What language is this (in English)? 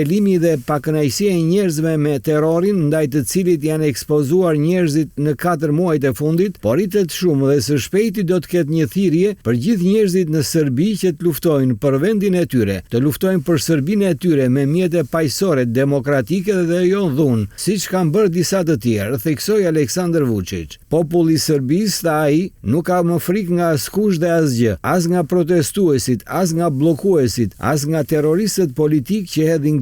Albanian